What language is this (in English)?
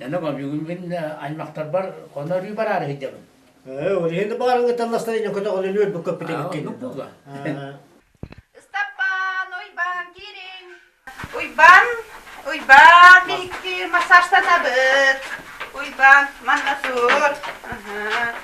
Yakut